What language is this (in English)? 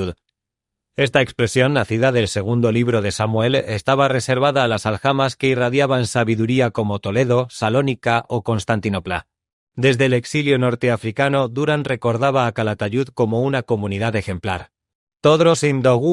Ladino